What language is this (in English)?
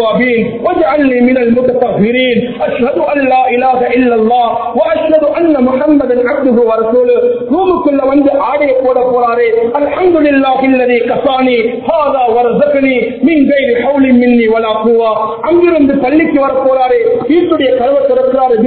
Tamil